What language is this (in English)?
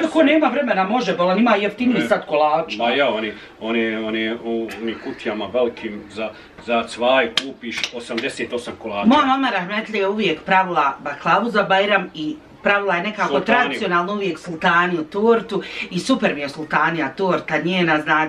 Bosnian